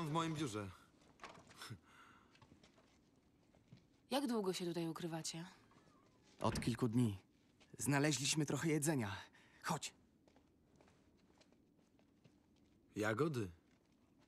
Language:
Polish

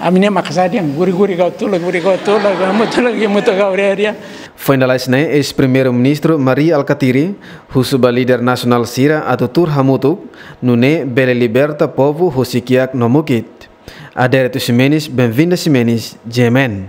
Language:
Tetum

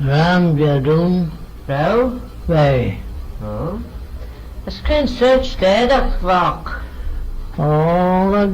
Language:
Manx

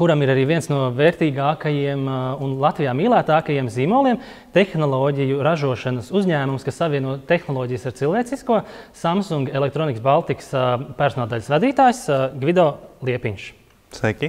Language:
Latvian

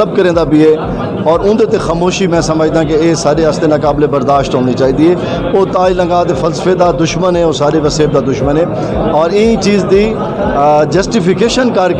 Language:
Saraiki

